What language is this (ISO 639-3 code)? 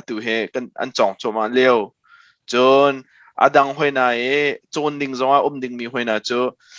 cnh